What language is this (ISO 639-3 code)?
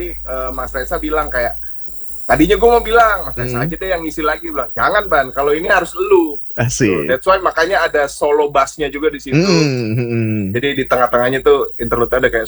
ind